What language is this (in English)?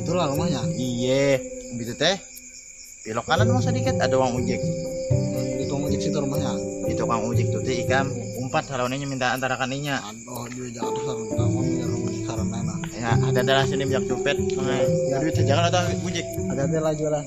Banjar